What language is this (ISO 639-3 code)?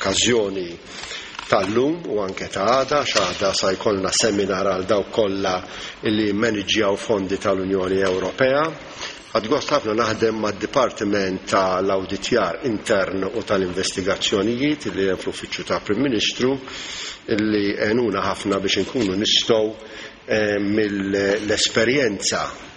mlt